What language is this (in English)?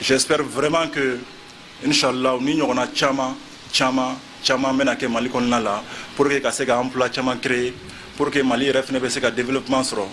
Bambara